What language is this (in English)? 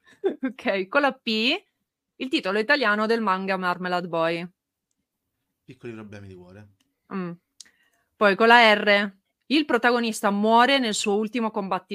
Italian